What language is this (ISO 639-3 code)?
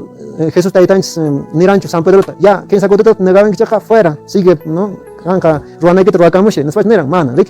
que